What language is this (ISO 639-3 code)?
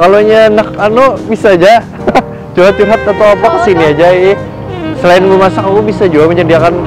bjn